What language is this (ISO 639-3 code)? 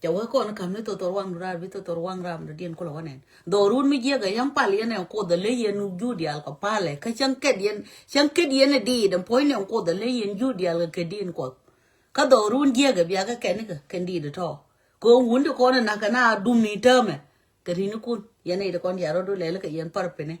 nus